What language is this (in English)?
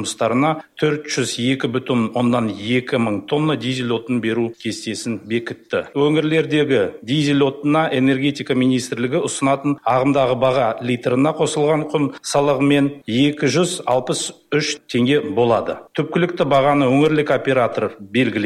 Kazakh